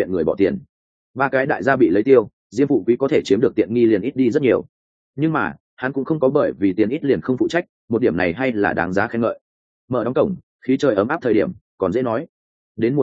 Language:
Vietnamese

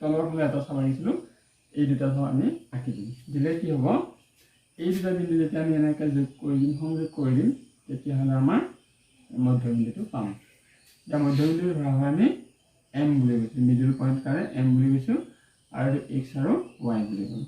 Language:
Assamese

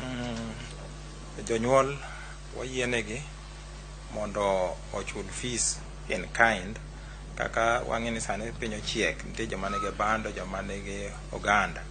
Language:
Luo (Kenya and Tanzania)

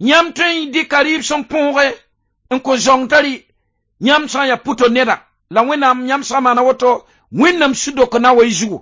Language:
Mossi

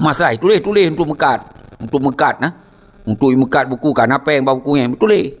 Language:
Achinese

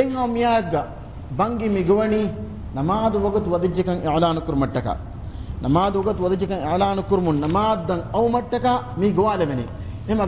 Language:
Divehi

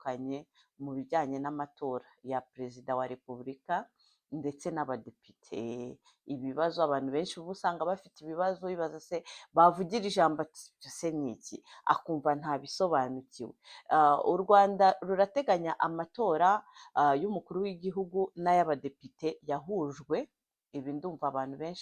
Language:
Kinyarwanda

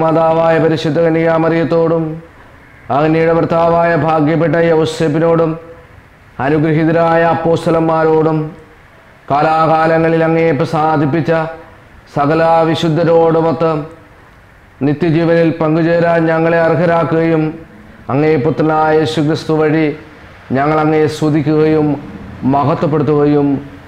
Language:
Malayalam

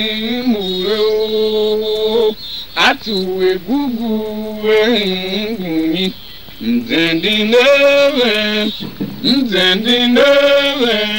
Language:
Tiv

